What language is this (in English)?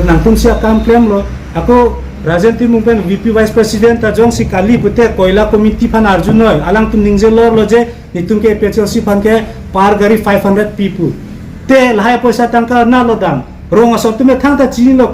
Karbi